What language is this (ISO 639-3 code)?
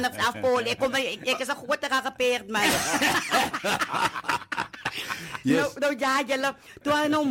afr